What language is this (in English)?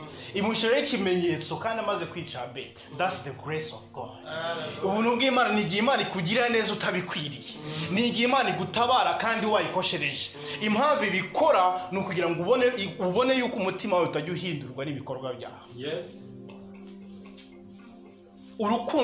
Kinyarwanda